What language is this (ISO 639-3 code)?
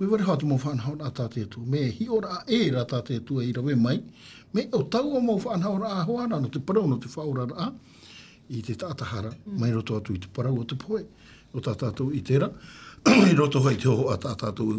tah